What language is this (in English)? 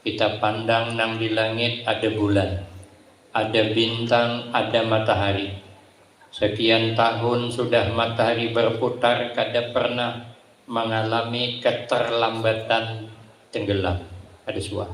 Banjar